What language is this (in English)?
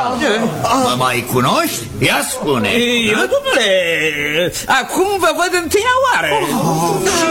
Romanian